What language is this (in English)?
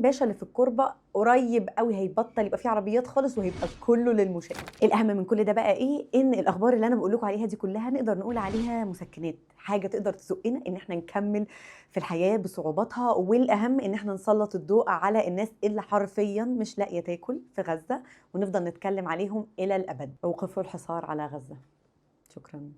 Egyptian Arabic